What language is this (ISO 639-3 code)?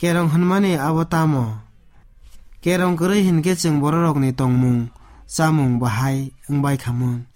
trp